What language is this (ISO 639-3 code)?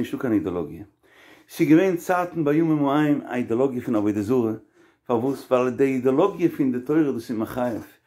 yid